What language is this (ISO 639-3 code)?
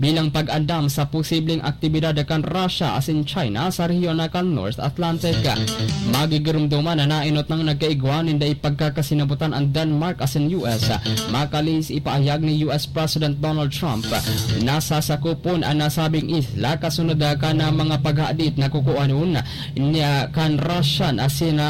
bik